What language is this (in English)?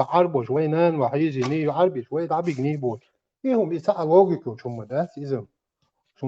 Chechen